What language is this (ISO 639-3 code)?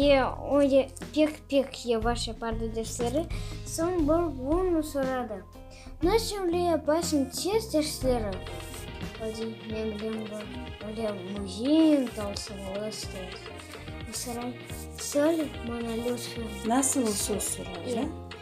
crh